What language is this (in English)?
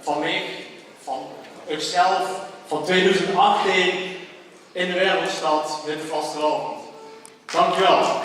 Limburgish